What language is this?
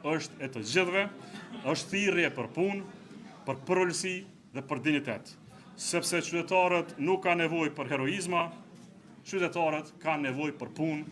Albanian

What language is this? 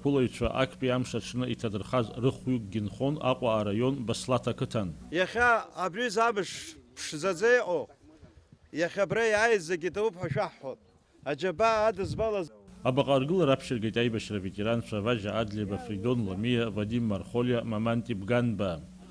Abkhazian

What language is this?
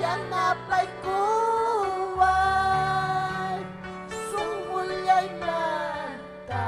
Ayacucho Quechua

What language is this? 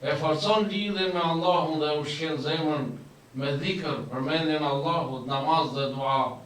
Albanian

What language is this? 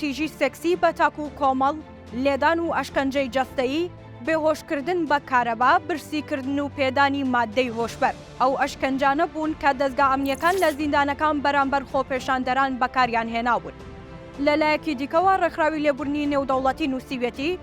Central Kurdish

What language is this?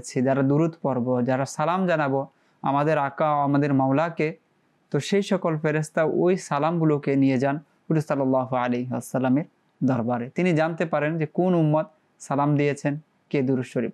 Bangla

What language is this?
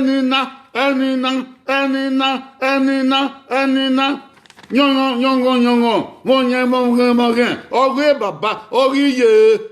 Bini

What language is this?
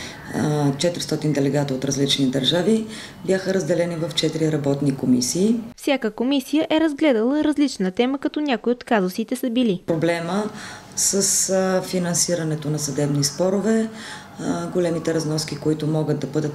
Bulgarian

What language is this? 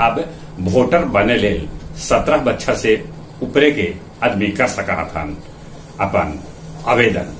Magahi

